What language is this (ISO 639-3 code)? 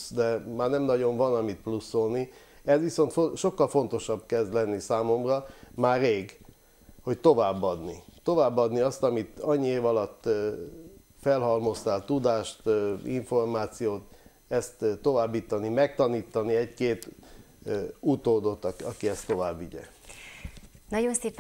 hun